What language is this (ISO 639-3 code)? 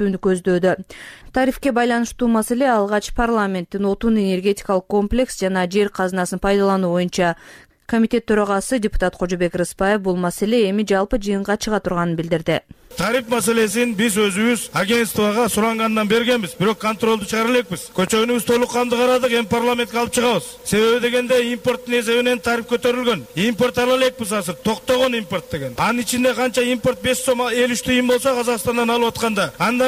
kir